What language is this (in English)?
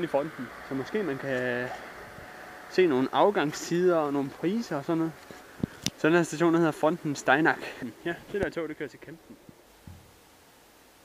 Danish